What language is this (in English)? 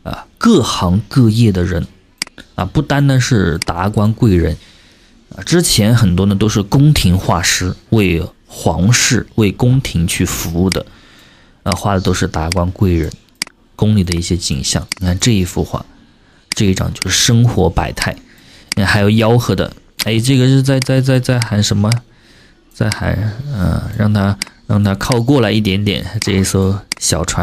Chinese